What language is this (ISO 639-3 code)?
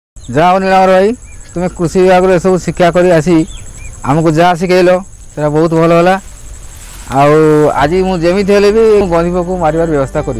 ori